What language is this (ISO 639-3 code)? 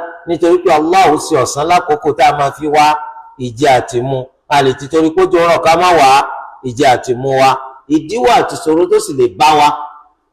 yor